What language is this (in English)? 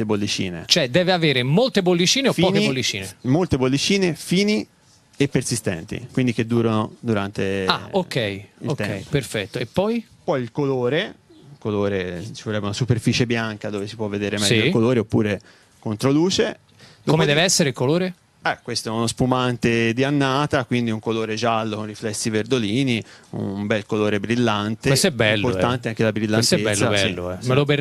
Italian